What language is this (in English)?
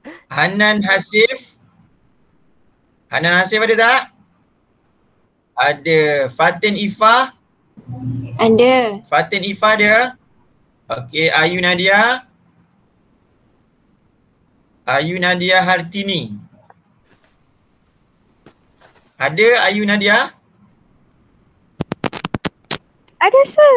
Malay